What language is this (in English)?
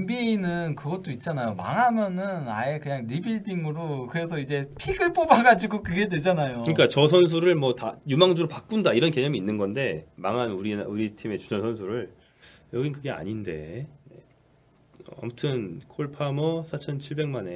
Korean